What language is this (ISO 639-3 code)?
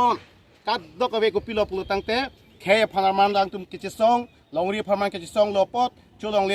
mjw